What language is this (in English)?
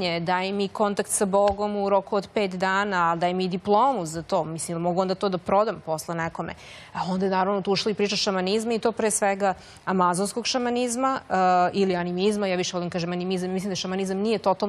Serbian